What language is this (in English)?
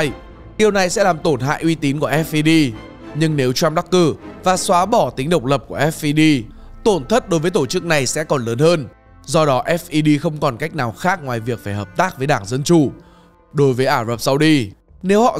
Vietnamese